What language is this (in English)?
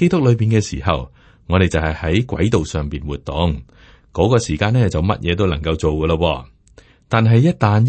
Cantonese